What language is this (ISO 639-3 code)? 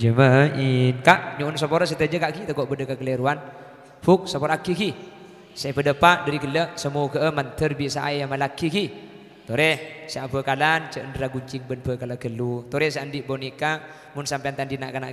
mad